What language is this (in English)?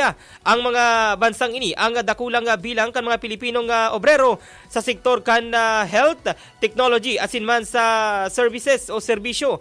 Bikol